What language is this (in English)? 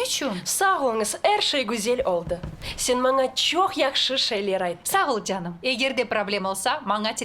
Crimean Tatar